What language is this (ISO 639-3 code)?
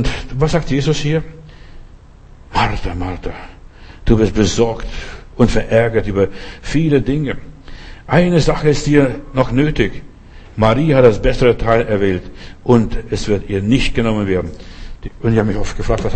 deu